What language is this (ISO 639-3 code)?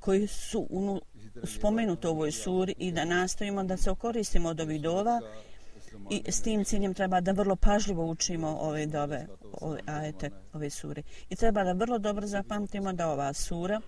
bos